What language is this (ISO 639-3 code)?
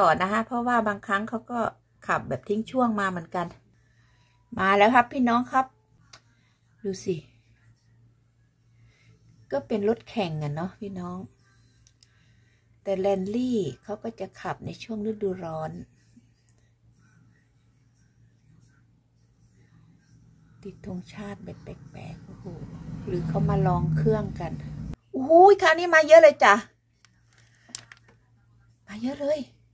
tha